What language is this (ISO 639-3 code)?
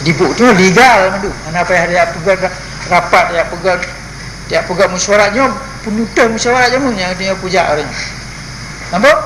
ace